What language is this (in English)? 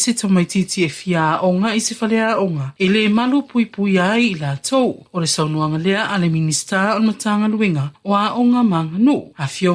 Samoan